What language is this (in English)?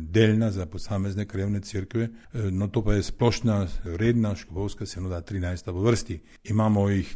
Slovenian